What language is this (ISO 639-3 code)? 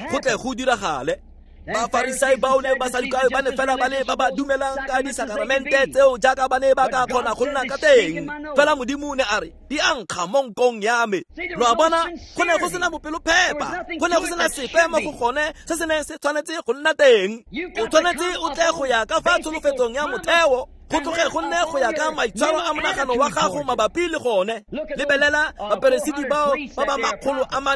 tsn